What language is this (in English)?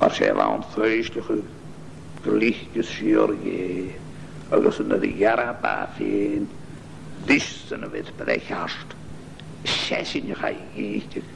Scottish Gaelic